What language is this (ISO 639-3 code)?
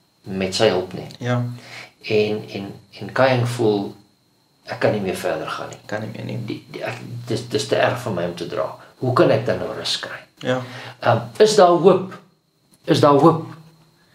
afr